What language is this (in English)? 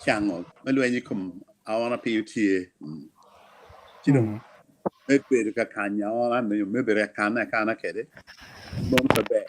Acoli